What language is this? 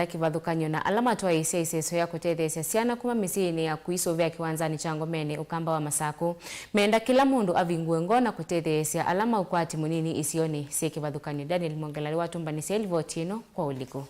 Kamba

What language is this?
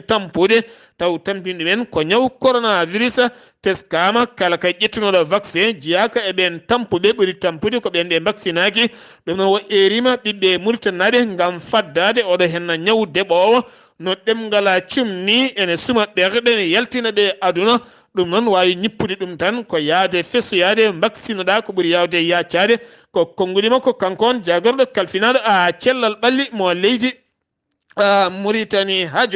Fula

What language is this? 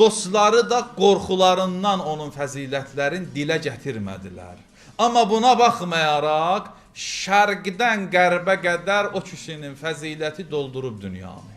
Azerbaijani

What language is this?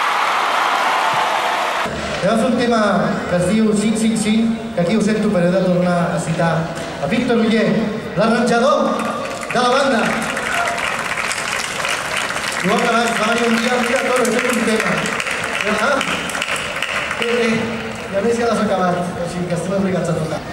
Catalan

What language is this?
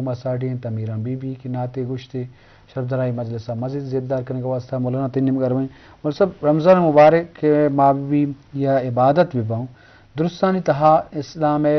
Eastern Balochi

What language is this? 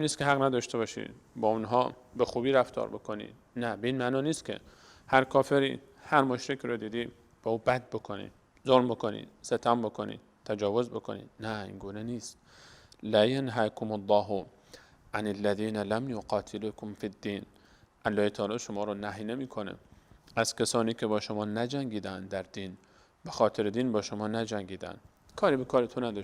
Persian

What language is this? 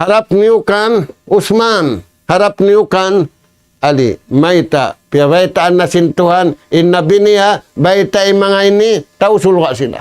Tausug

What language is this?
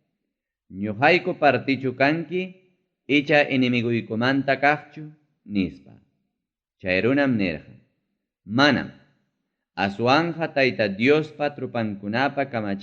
Ayacucho Quechua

